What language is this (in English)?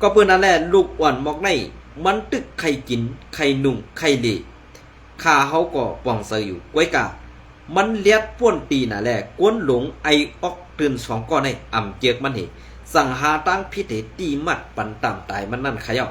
Shan